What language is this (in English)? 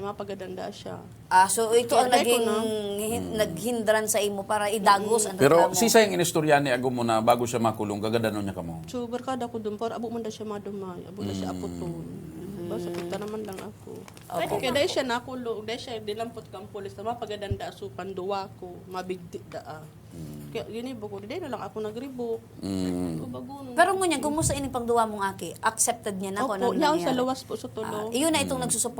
Bikol